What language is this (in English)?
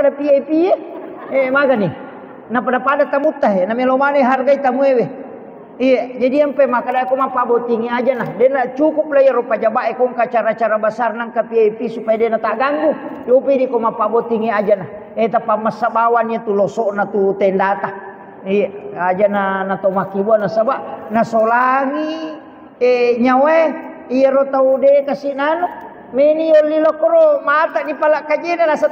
Buginese